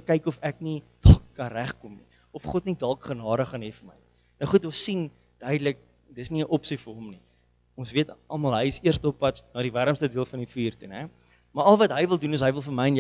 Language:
Afrikaans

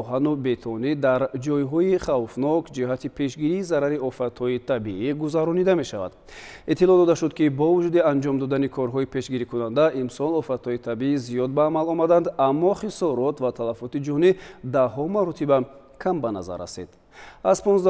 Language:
Tajik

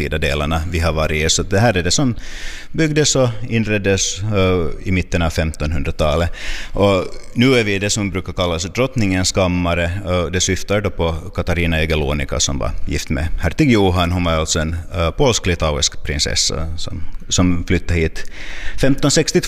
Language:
Swedish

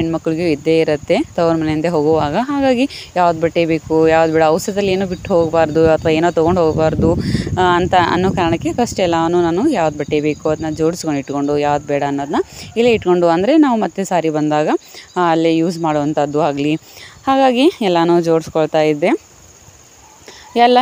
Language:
Kannada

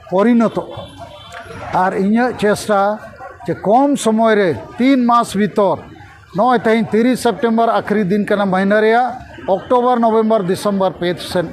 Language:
Santali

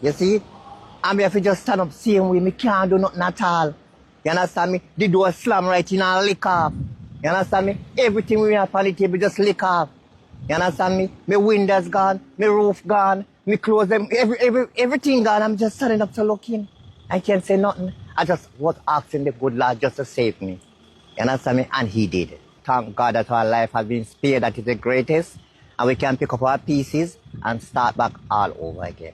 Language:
Jamaican Creole English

